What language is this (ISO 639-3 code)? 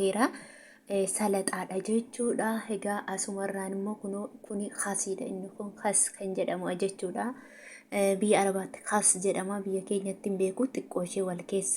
orm